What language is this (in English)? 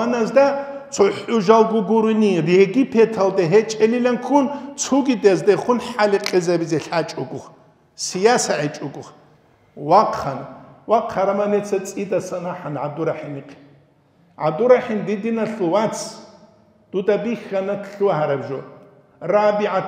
Avaric